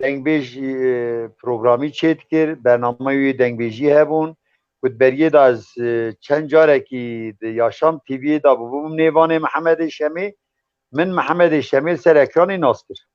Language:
Kurdish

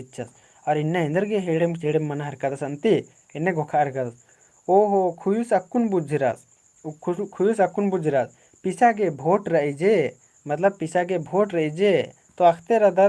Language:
Kurukh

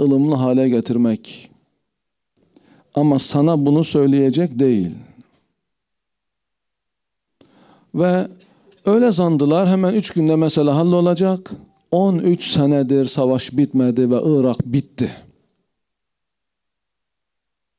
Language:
Turkish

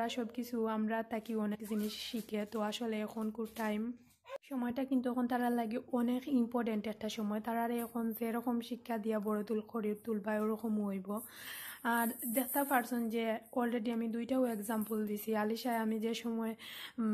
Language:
Sylheti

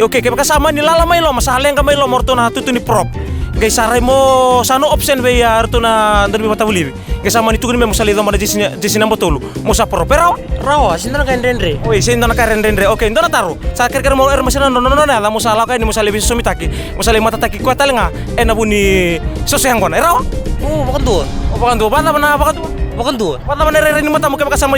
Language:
Fijian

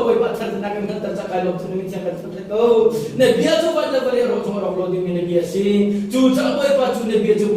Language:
Hakha Chin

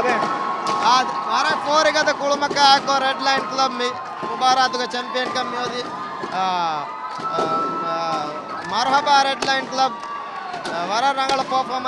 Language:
Divehi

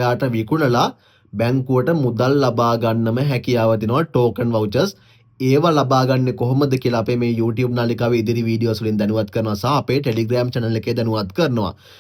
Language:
Sinhala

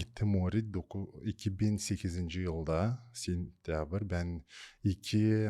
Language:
Gagauz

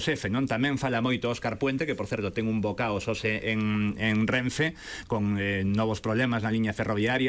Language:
Galician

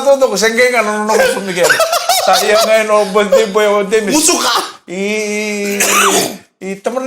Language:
Fijian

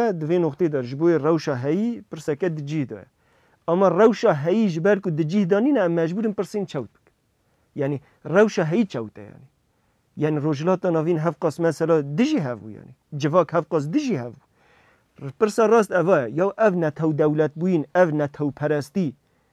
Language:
Kurdish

